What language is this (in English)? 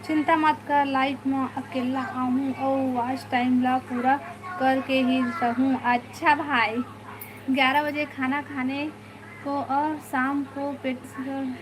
Chhattisgarhi